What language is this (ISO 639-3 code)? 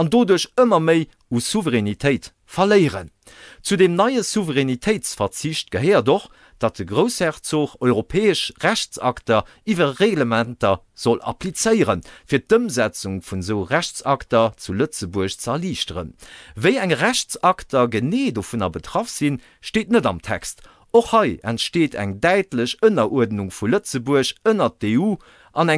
ltz